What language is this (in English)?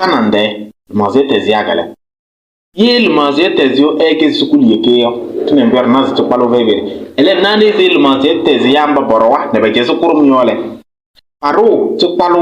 Kabiyè